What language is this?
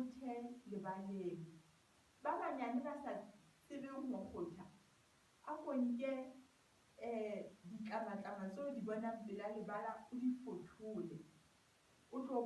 Southern Sotho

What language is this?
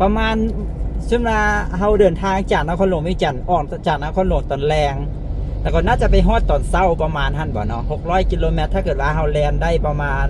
Lao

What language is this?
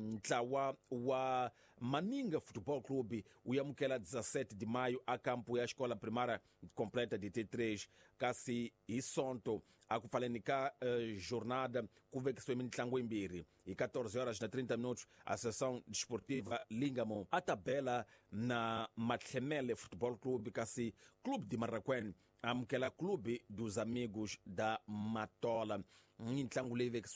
Tsonga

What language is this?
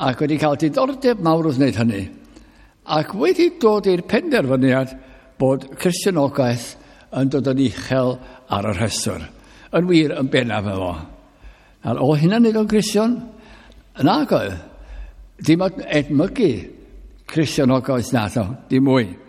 Welsh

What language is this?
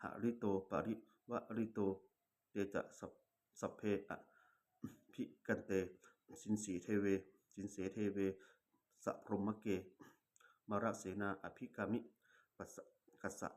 Pali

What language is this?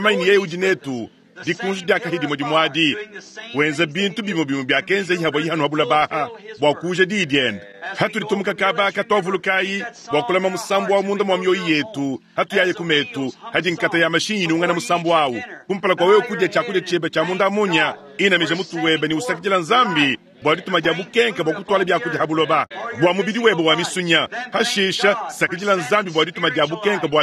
Luba-Lulua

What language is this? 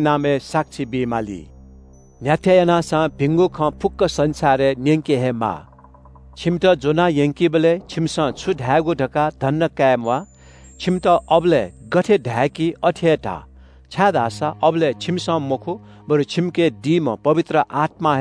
Newari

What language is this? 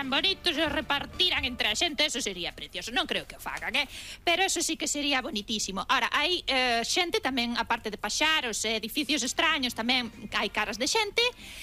Galician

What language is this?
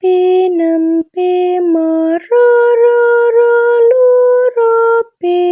Javanese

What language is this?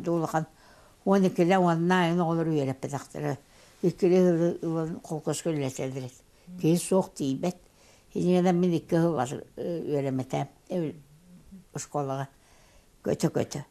Yakut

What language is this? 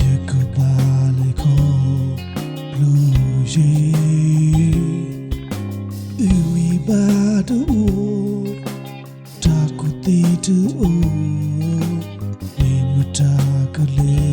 S'gaw Karen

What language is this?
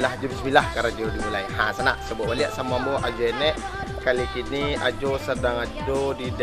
Minangkabau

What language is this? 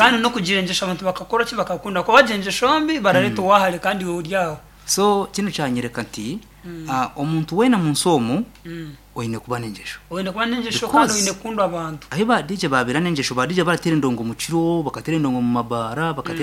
Nyankole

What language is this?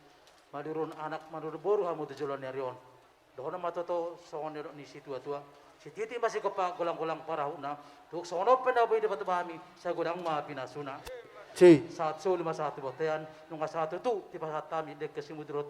Batak Toba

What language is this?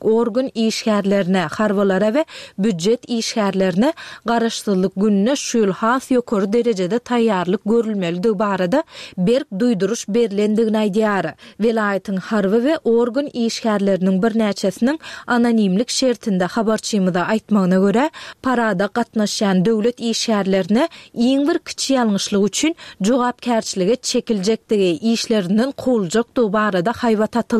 Turkmen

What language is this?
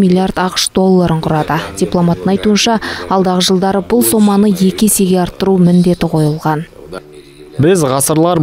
Kazakh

